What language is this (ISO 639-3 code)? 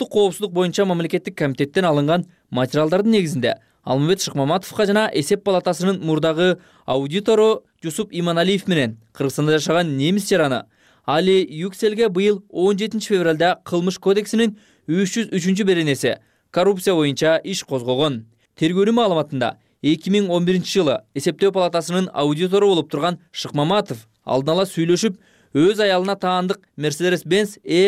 kir